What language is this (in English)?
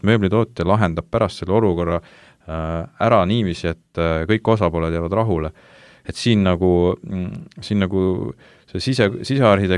Estonian